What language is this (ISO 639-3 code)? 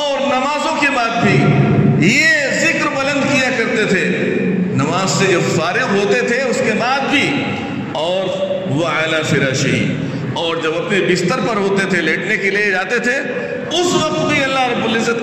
urd